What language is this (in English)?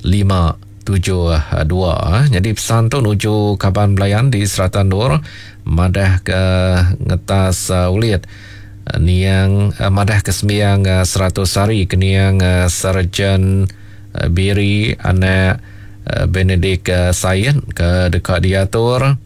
Iban